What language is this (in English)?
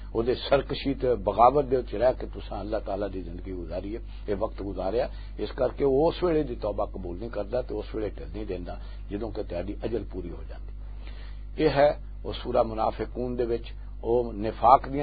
Western Panjabi